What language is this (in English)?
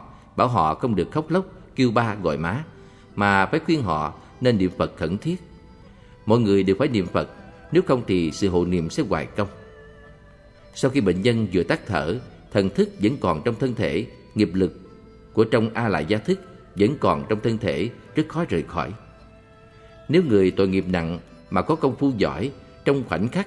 Vietnamese